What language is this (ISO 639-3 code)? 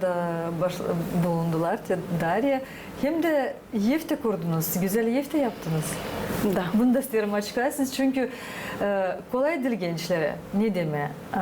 gag